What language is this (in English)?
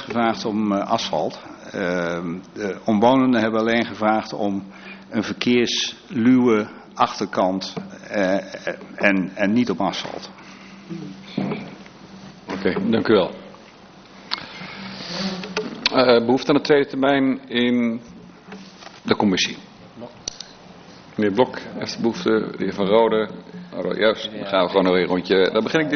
Dutch